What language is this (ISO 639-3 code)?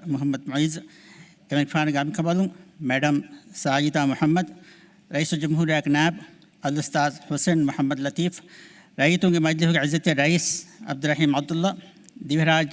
div